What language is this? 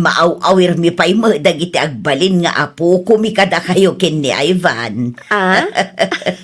Iloko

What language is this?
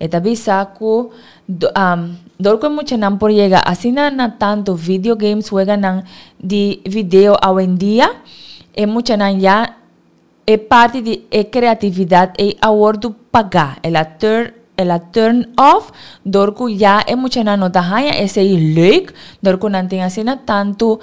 Papiamento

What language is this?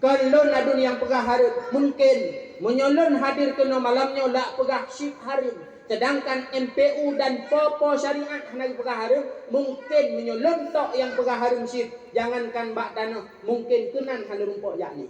Achinese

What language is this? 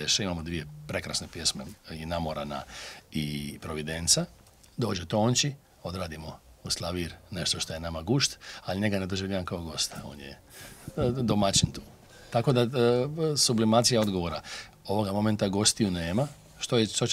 Croatian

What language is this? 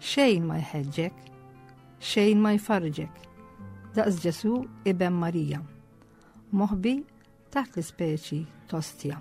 Maltese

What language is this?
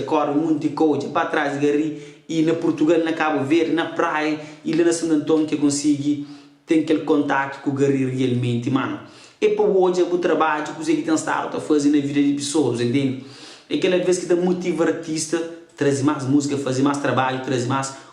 Kabuverdianu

